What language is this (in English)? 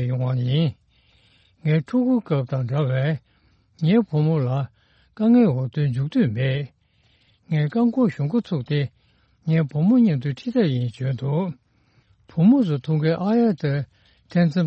Tibetan